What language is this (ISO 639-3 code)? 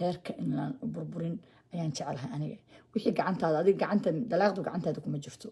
som